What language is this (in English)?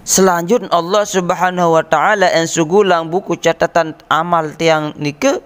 Sasak